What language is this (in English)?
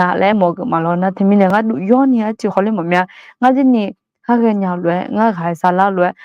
Akha